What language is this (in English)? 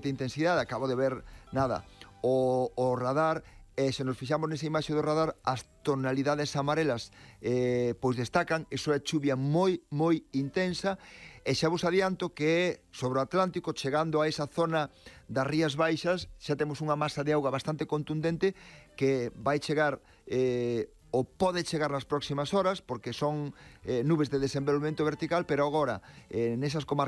Galician